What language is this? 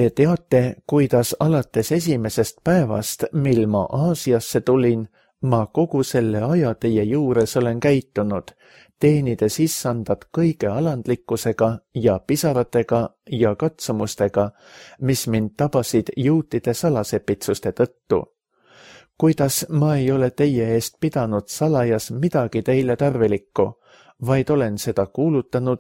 Estonian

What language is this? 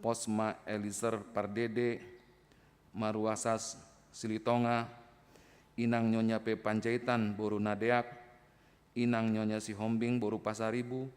Batak Toba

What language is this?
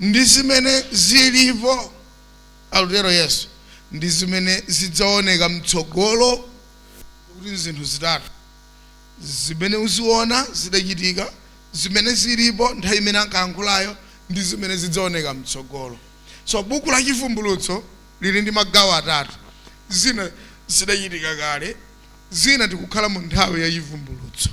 Nyanja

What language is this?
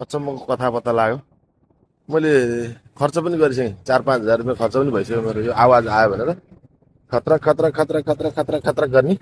Nepali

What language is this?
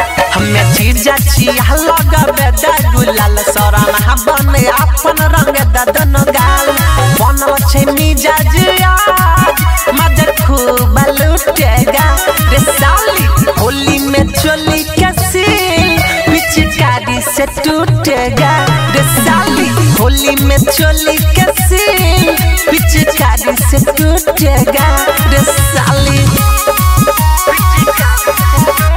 Bhojpuri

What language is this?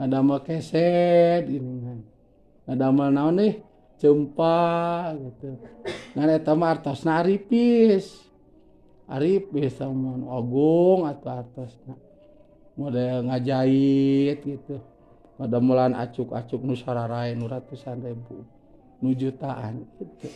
Sundanese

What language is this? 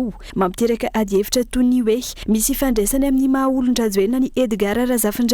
Malagasy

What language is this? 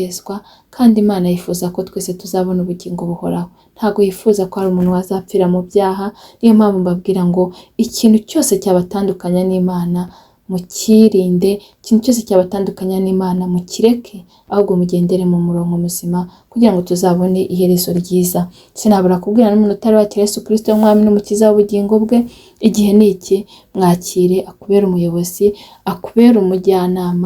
Kinyarwanda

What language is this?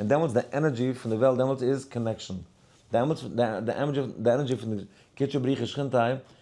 Yiddish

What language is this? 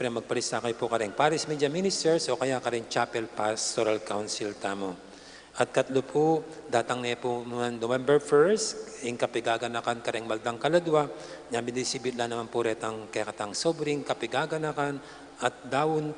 Pampanga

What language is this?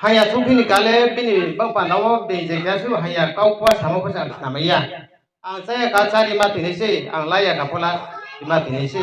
Riang (India)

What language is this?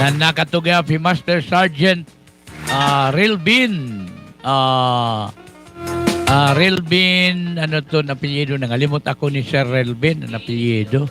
Waray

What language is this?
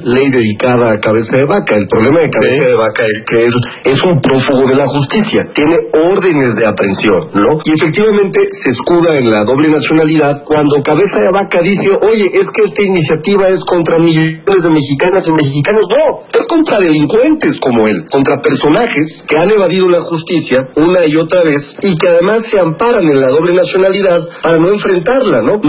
Spanish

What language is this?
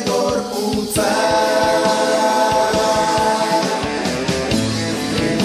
Basque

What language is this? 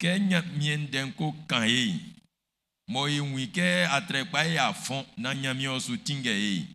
Baoulé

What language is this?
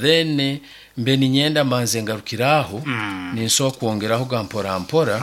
Nyankole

